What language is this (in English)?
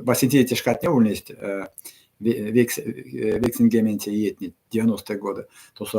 Erzya